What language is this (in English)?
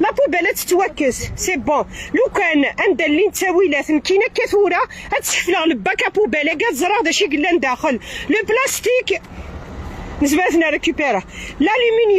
Kabyle